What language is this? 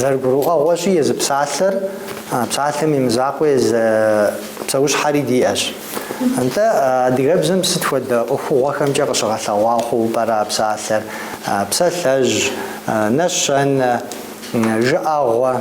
Kabardian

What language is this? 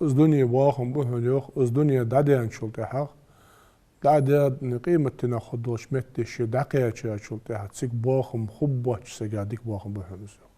Ingush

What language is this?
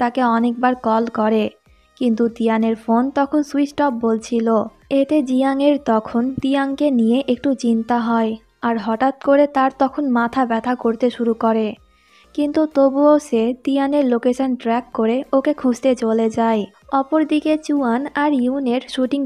Bangla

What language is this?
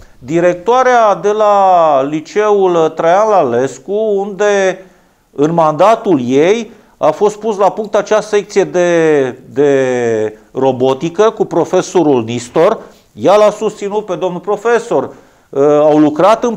Romanian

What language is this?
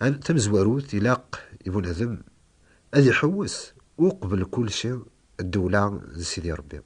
Kabyle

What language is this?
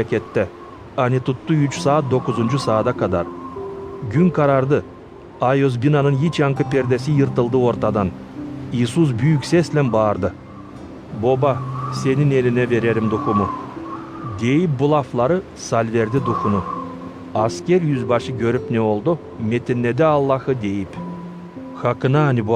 Gagauz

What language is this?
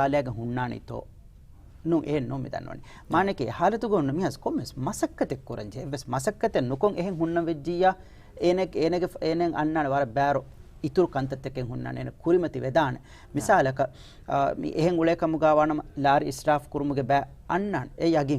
Divehi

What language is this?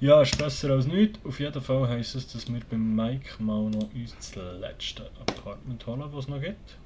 Swiss German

